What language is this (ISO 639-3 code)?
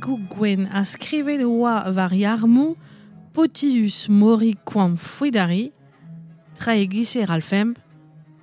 bre